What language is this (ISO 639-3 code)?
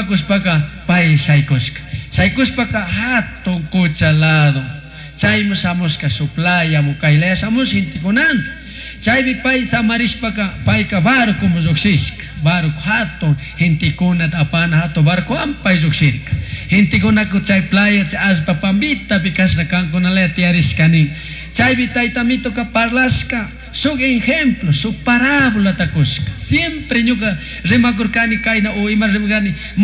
qug